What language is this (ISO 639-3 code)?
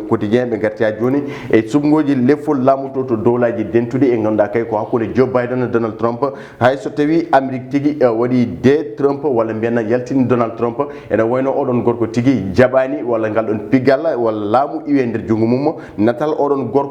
ful